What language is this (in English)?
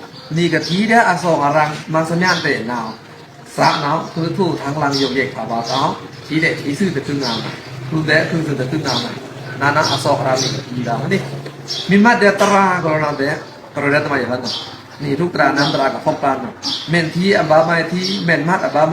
Pa'o Karen